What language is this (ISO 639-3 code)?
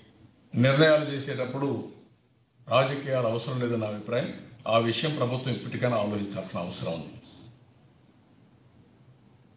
tel